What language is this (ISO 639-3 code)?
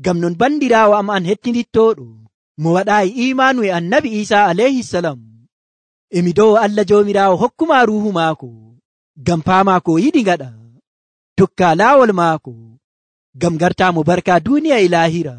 fuv